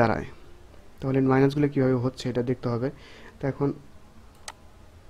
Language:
Bangla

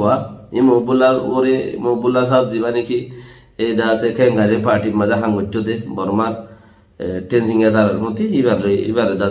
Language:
Rohingya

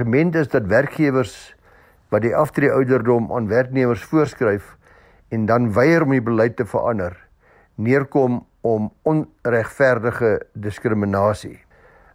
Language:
Afrikaans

